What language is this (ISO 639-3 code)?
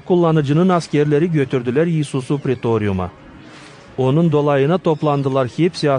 gag